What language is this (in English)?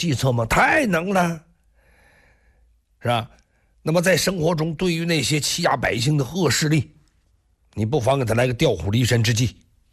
Chinese